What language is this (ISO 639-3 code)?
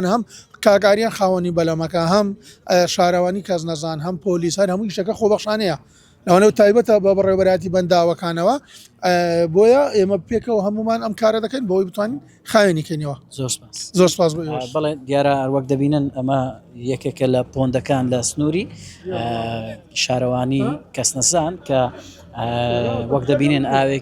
ckb